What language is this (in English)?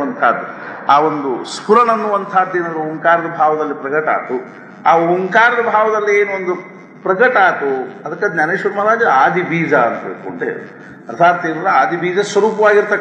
Kannada